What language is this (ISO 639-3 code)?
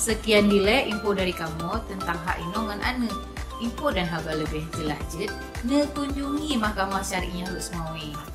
ace